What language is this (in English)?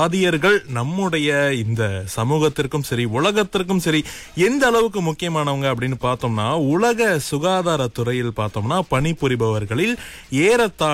Tamil